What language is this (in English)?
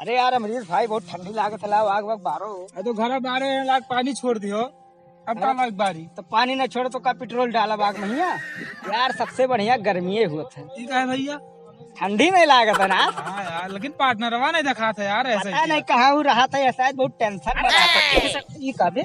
Awadhi